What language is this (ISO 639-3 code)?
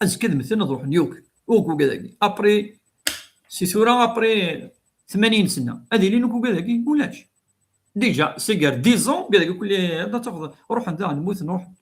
kab